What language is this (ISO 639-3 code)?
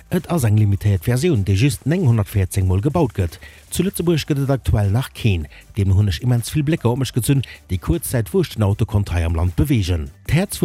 ltz